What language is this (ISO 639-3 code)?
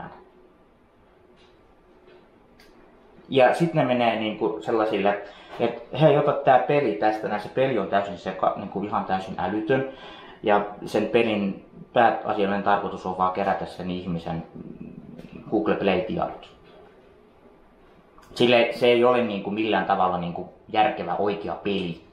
fin